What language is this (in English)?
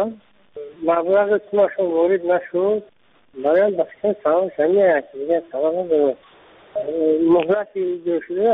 Persian